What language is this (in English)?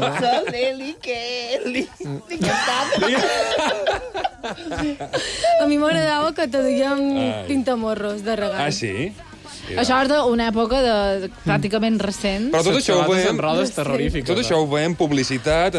Catalan